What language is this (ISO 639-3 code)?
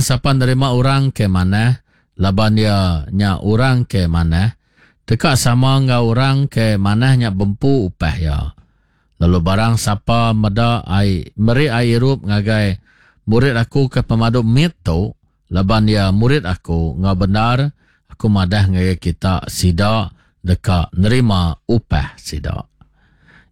iba